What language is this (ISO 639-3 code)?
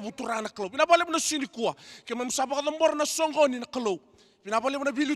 fij